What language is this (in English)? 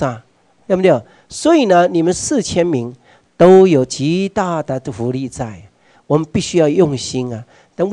Chinese